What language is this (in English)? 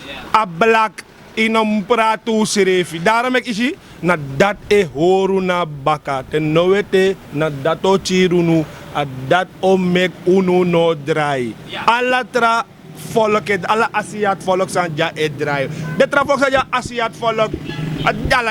Sranan Tongo